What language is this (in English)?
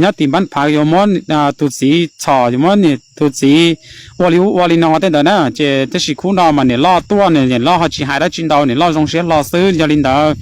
Hmong